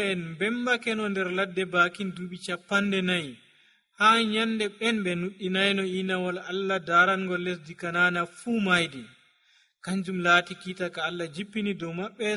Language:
Nigerian Fulfulde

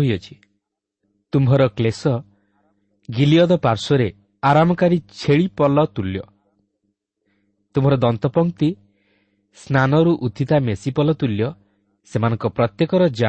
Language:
Odia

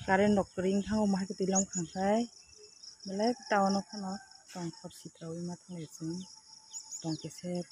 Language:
Kok Borok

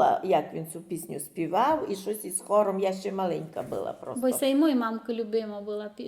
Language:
Rusyn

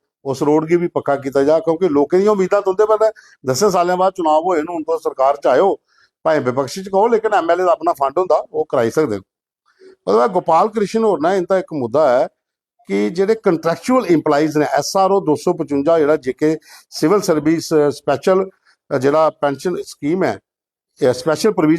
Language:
Dogri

